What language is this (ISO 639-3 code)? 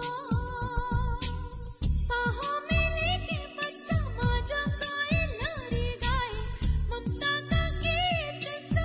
hin